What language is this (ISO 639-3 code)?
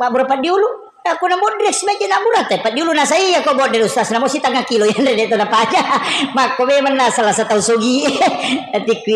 bug